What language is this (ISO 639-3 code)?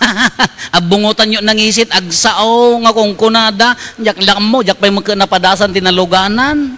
ilo